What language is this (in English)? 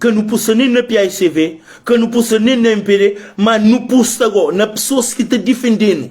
Kabuverdianu